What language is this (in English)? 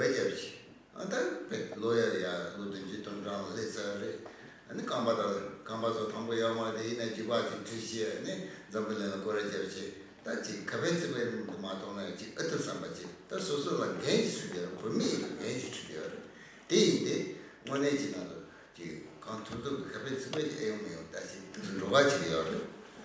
Tibetan